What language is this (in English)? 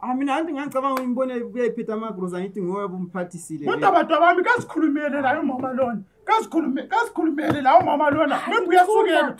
North Ndebele